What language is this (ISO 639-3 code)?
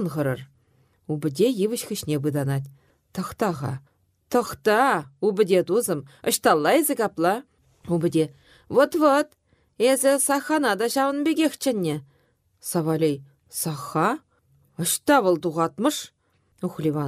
chv